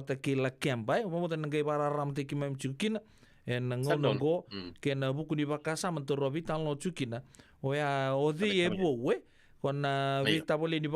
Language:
Fijian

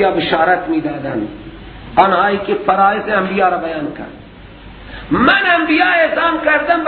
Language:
Persian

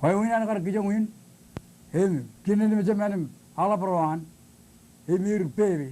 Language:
Marshallese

